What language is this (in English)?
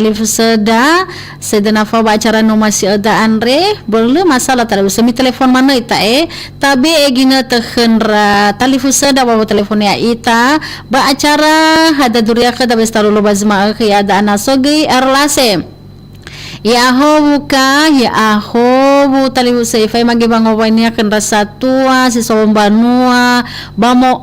Nias